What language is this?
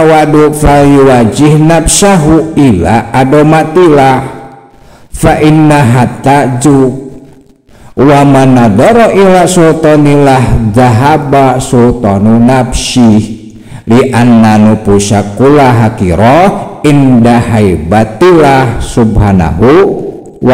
Sundanese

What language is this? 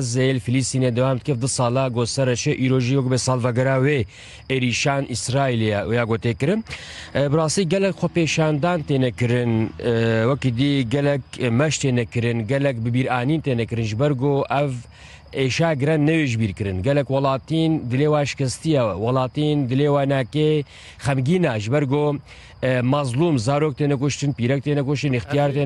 Kurdish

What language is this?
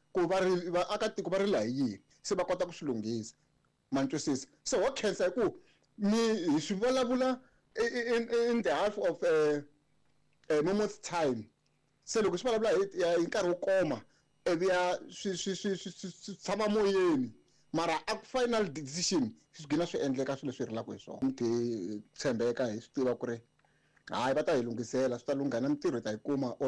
Tsonga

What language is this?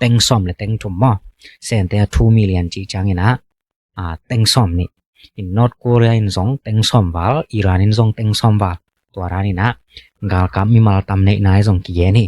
Tedim Chin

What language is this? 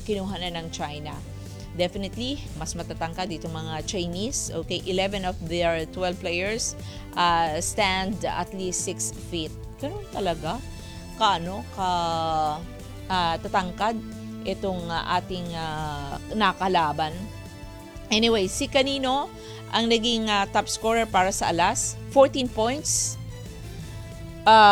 Filipino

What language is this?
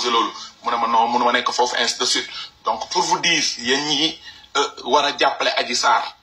Wolof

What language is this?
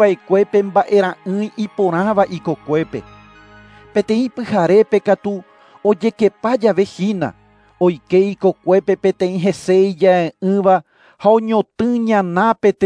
Guarani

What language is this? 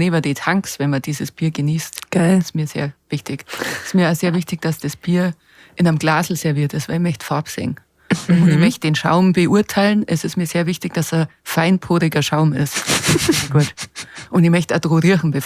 Bavarian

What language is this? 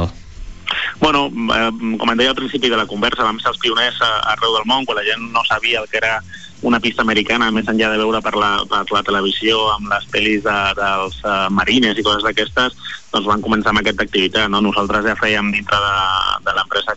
Catalan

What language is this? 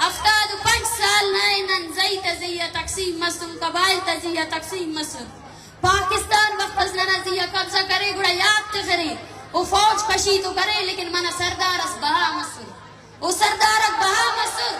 Brahui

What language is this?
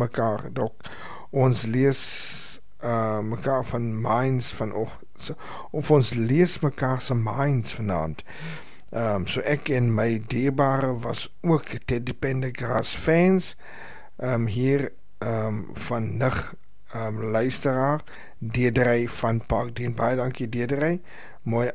Afrikaans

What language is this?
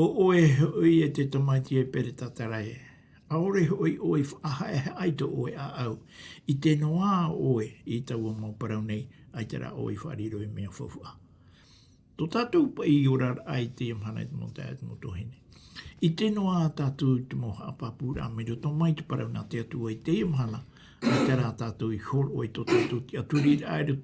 Tahitian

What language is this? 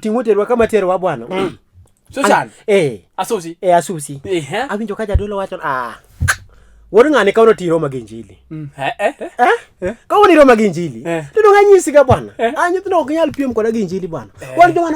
Luo (Kenya and Tanzania)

